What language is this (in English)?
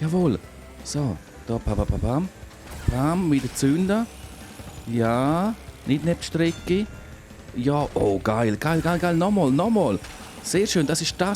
Swiss German